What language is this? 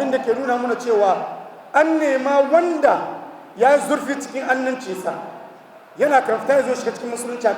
Hausa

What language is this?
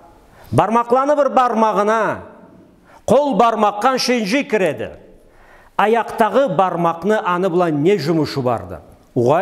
Karachay-Balkar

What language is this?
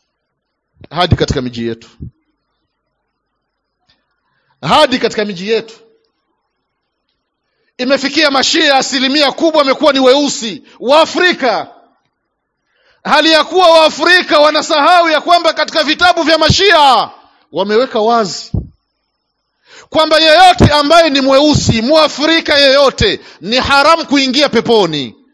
Swahili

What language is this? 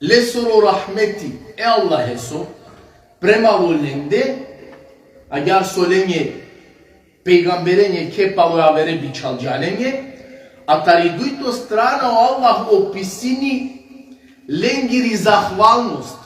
Balkan Romani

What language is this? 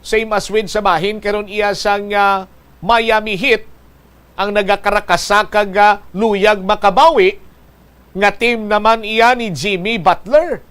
Hiligaynon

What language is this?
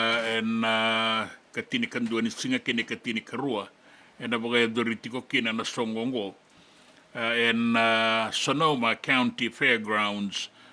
Fijian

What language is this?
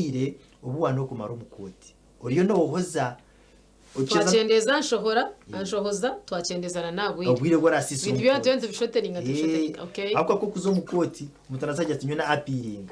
Nyankole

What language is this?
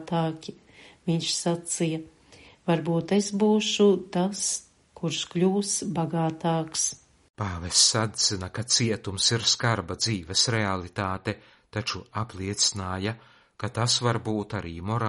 Latvian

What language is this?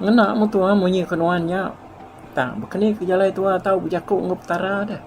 Iban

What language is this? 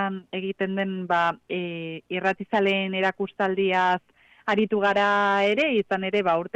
Basque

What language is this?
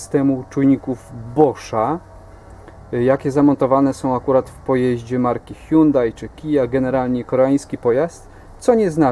Polish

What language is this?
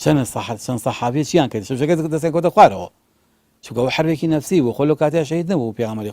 Central Kurdish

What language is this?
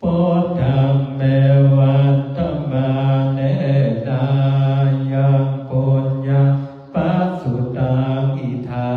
Pali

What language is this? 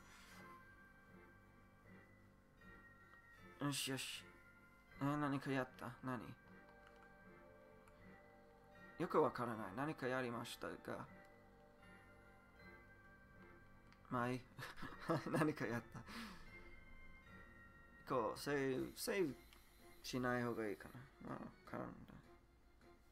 Japanese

